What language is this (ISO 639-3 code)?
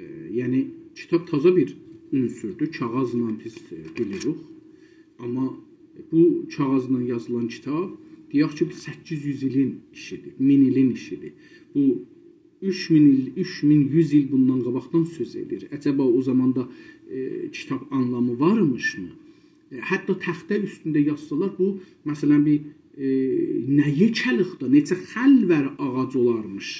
azb